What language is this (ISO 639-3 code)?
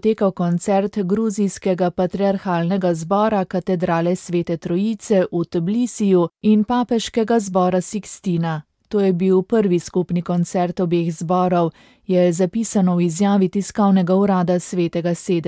slv